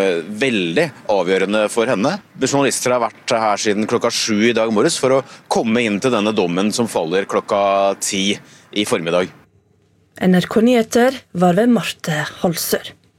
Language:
Norwegian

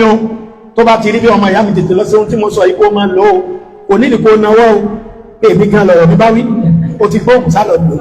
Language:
Yoruba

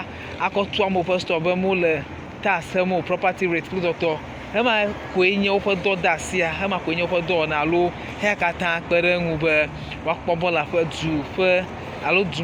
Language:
Ewe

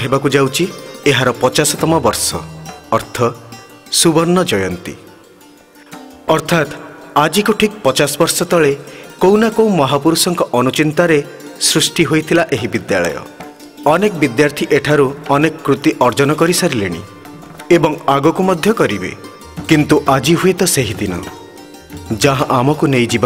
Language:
Odia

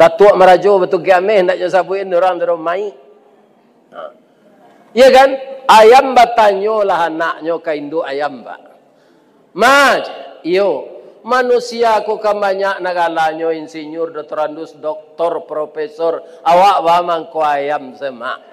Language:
Minangkabau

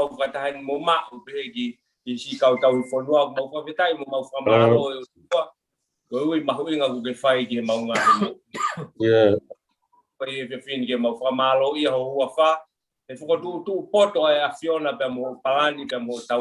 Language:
Tongan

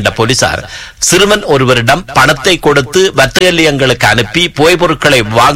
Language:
Tamil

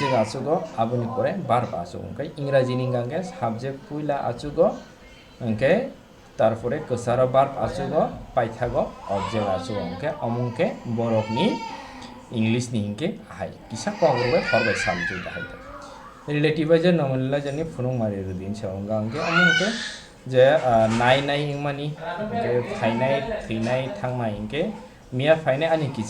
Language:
Kok Borok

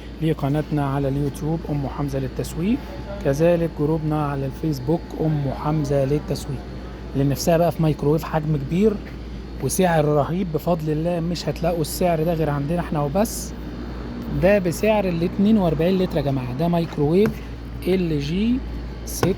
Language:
Egyptian Arabic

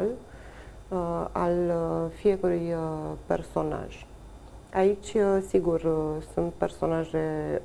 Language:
Romanian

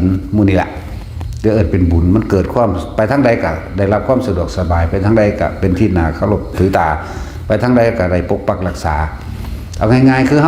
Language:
Northeastern Thai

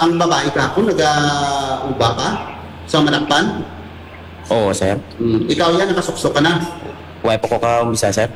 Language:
Hiligaynon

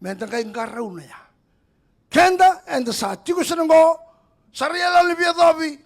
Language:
Fijian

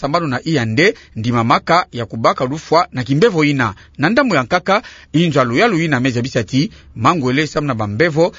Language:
Kituba (Democratic Republic of Congo)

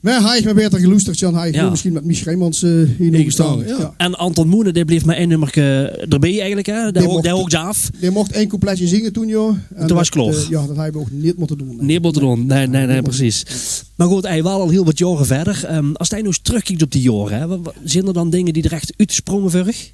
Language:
Limburgish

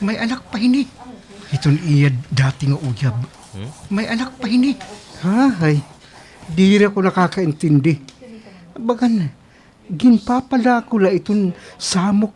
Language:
Waray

